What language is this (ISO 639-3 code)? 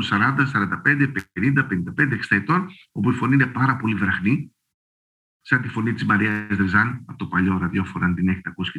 ell